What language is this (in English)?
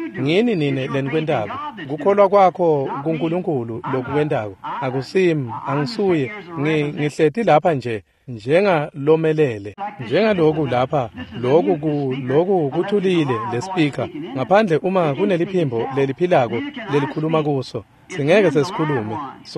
Swati